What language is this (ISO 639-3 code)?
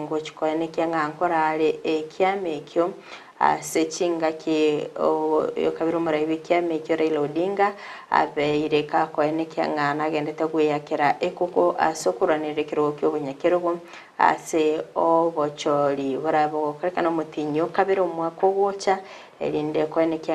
guz